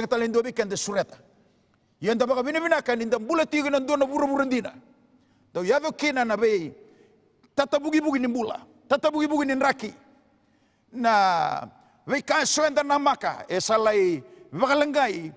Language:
Fijian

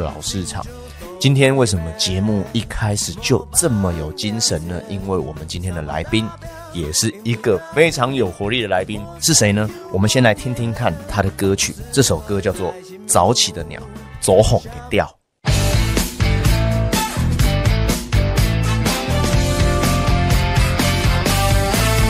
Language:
Chinese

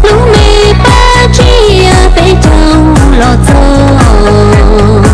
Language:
Hmong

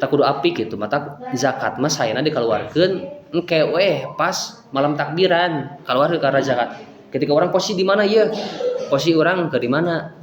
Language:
Sundanese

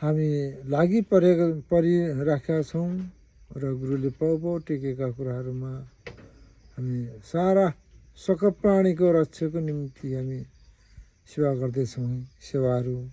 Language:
Nepali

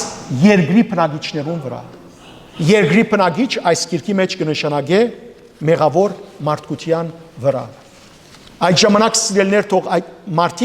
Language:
Western Armenian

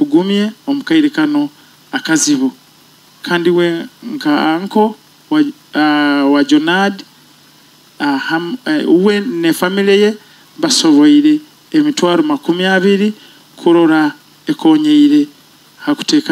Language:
Nyoro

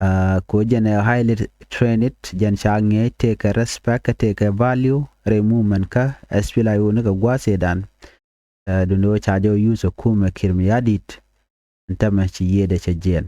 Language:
Nuer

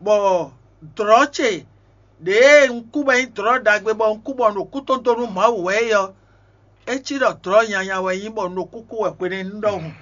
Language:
Fon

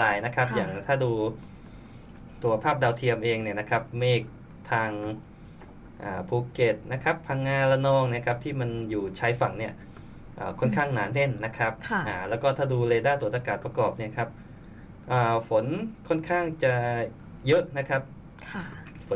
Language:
Thai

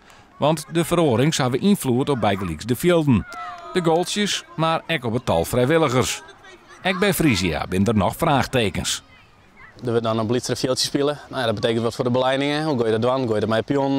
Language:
Western Frisian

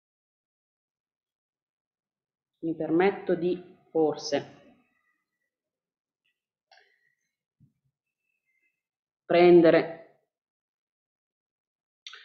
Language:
Italian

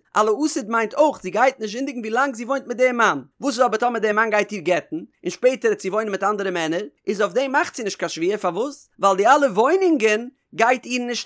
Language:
Yiddish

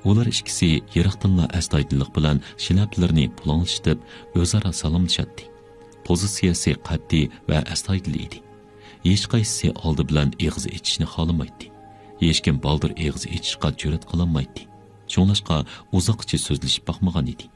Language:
Uyghur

